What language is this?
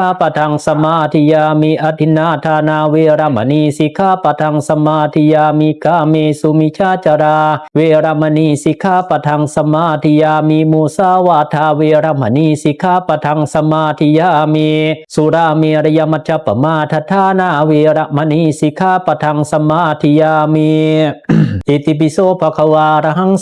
Pali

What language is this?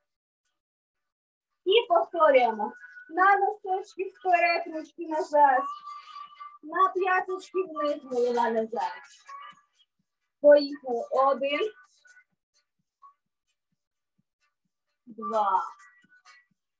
Ukrainian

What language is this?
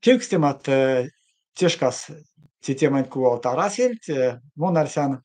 Erzya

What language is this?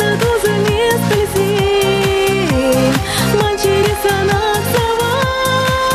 Chuvash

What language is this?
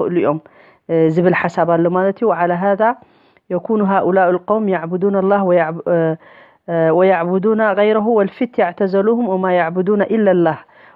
Tigrinya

